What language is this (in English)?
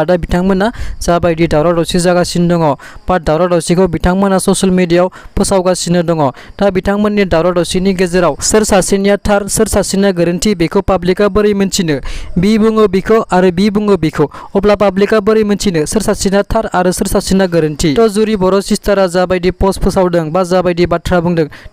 Bodo